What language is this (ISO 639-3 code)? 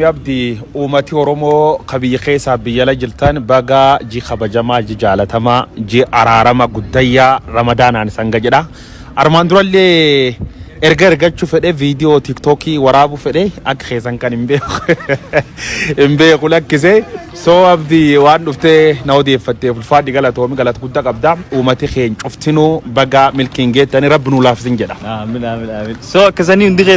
orm